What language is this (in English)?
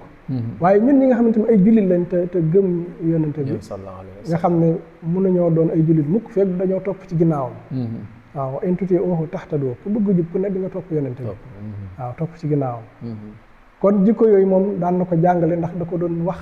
Wolof